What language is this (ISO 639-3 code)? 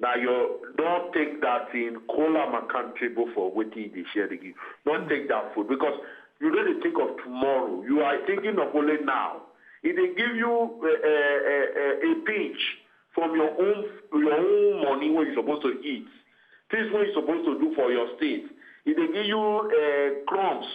pcm